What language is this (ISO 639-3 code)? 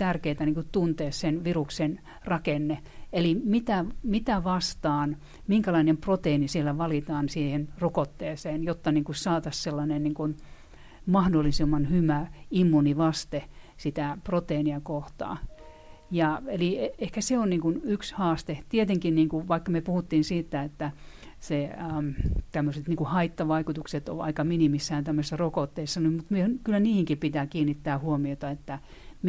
fin